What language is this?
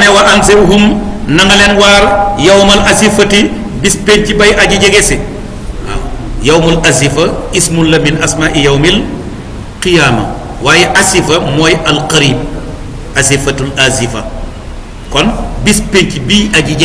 Wolof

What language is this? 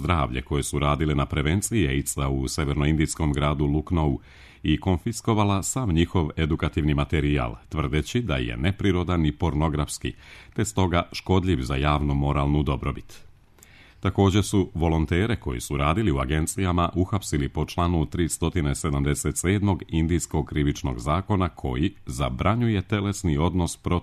Serbian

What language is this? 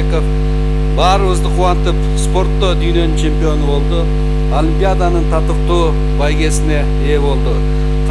Kyrgyz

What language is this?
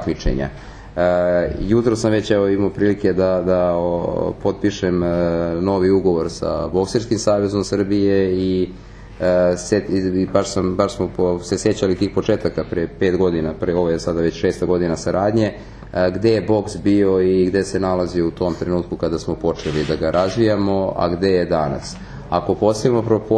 Serbian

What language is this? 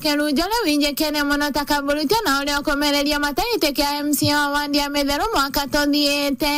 Meru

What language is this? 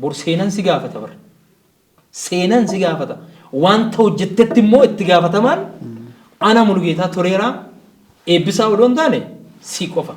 Oromo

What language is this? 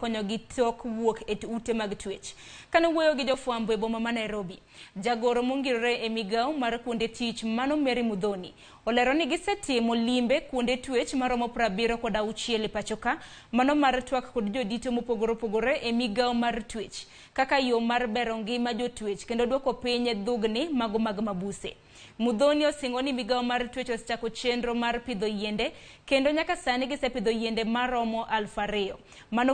Luo (Kenya and Tanzania)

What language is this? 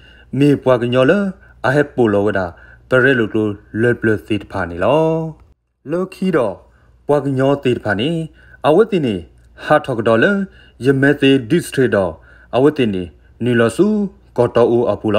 S'gaw Karen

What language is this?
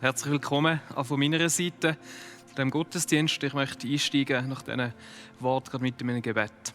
Swiss German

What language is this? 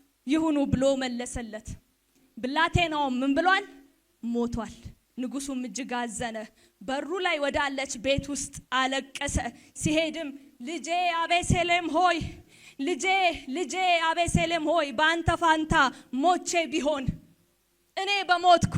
Amharic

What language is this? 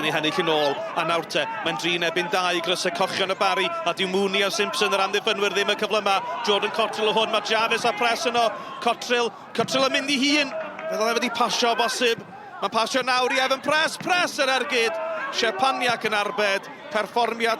Welsh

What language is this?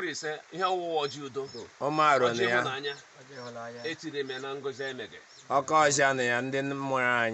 Igbo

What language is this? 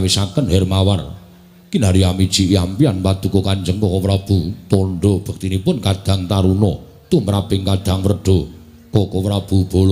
Javanese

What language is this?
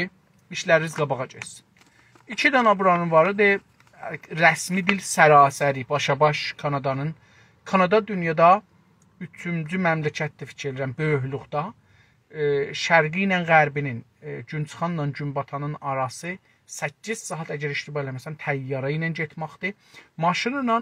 South Azerbaijani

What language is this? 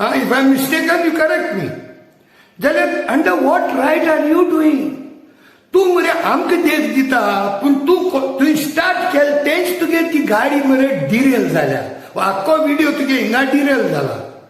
Konkani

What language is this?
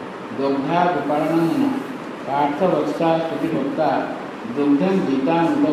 Odia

